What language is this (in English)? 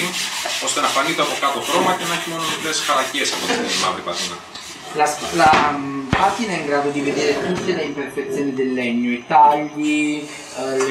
Greek